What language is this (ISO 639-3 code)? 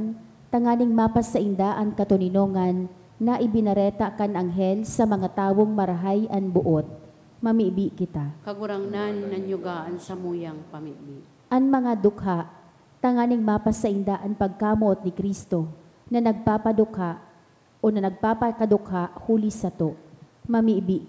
bik